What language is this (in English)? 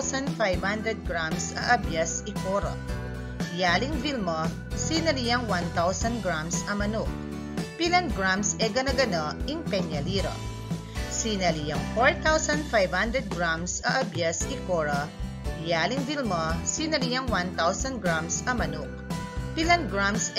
Pampanga